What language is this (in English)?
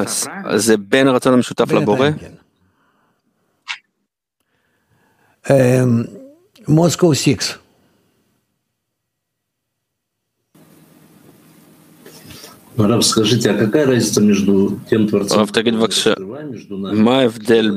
Hebrew